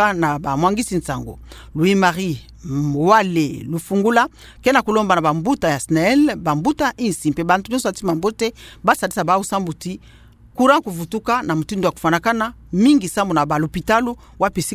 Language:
Kituba (Democratic Republic of Congo)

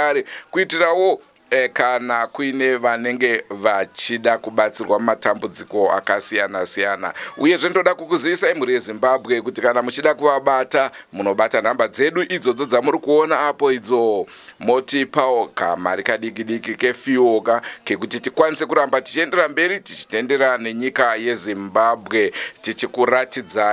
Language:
Shona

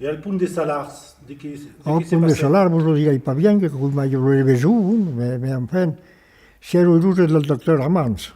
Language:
Occitan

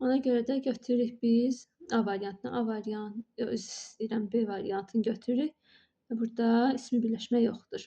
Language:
Azerbaijani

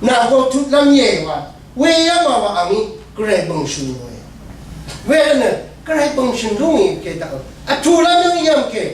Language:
Rawang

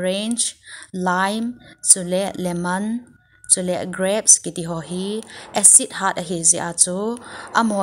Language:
Thado Chin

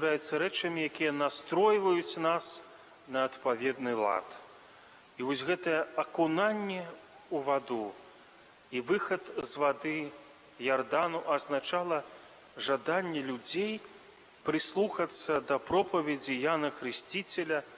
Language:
Belarusian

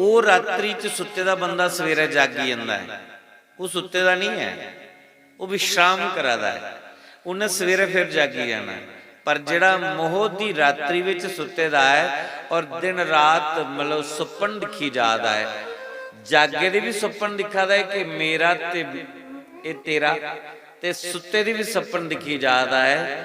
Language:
Dogri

